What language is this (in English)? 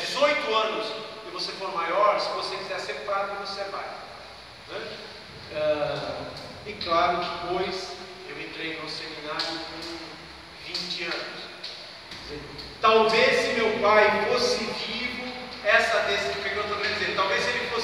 Portuguese